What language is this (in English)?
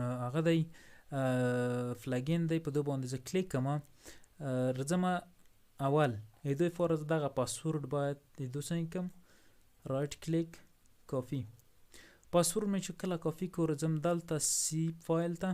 Pashto